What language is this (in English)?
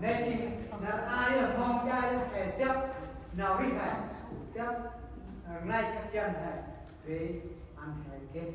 Central Mnong